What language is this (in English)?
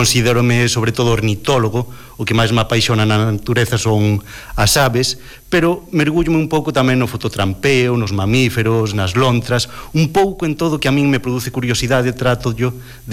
Galician